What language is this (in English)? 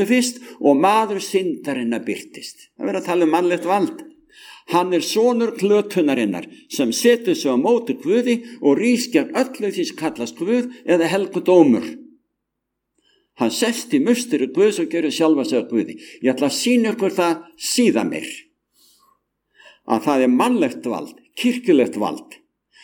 Icelandic